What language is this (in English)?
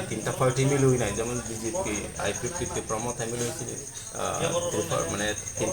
Kok Borok